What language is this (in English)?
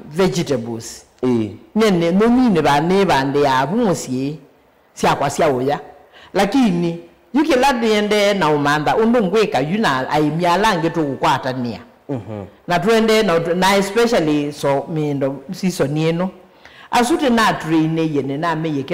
Kamba